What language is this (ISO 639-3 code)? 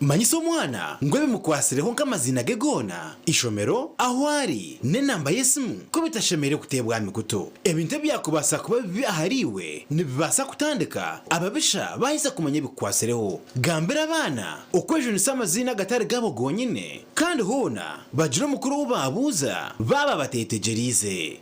nyn